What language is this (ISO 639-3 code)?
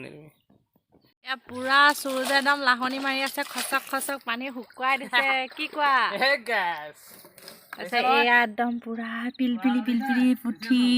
asm